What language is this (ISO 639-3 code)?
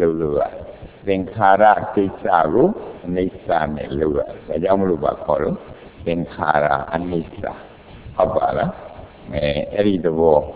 mya